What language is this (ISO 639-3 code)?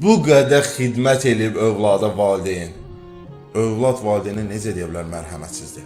aze